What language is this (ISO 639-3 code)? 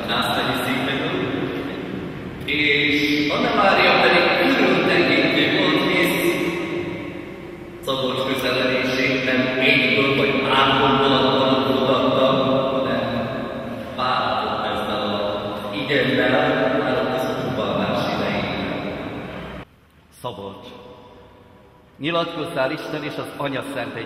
hun